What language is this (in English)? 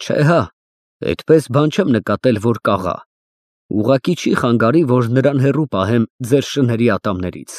Armenian